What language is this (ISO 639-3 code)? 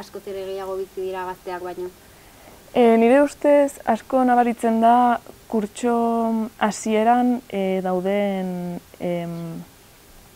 eus